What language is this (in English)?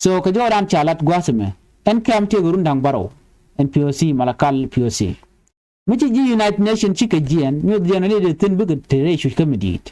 Nuer